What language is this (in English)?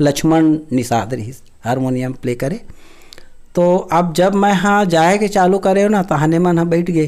Chhattisgarhi